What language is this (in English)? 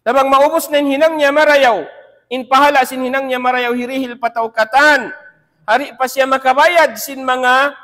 Tausug